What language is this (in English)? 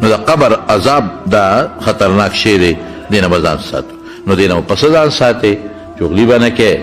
Pashto